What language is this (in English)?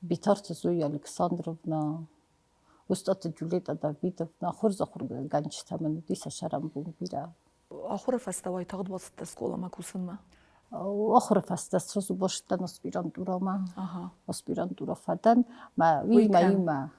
Ossetic